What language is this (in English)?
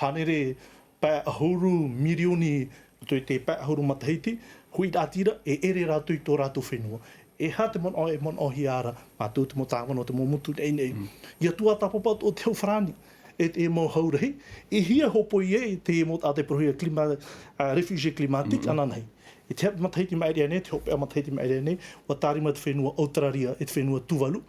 Tahitian